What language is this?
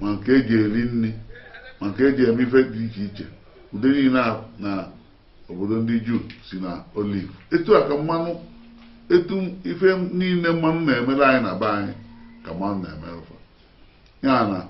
Igbo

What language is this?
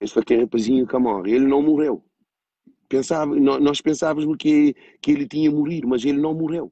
Kabuverdianu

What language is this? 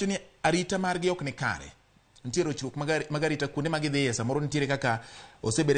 Luo (Kenya and Tanzania)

